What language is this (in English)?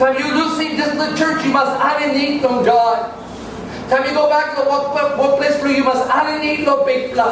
Tok Pisin